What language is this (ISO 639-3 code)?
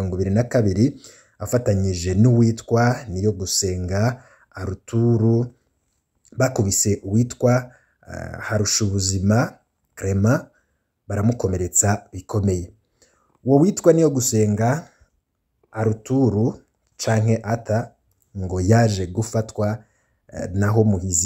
run